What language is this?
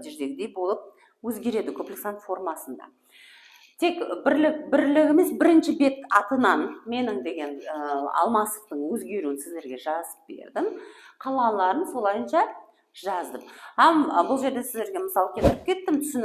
Kara-Kalpak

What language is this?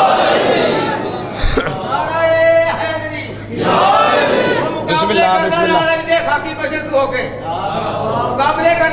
Urdu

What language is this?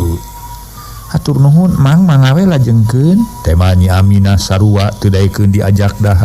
Sundanese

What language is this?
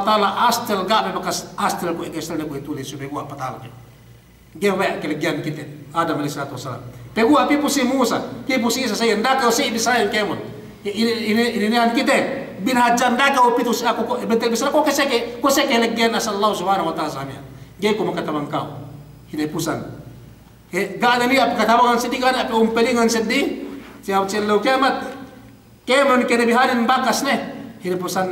Yakan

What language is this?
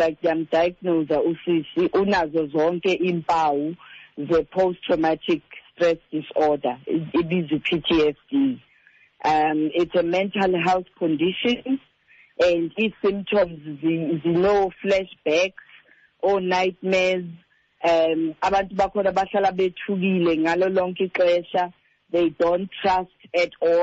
Xhosa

